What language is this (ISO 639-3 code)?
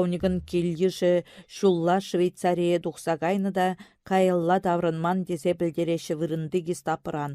chv